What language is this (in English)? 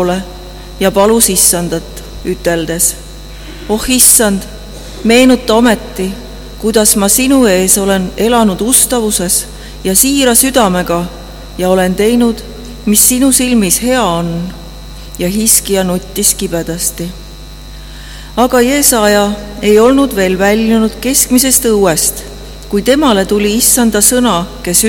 Estonian